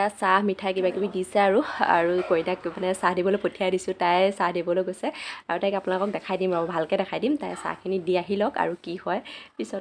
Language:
Assamese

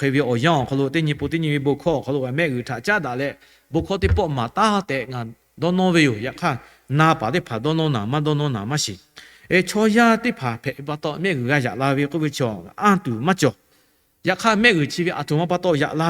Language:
Lahu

